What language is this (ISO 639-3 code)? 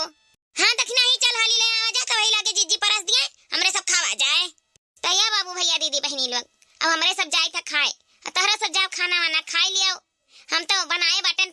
awa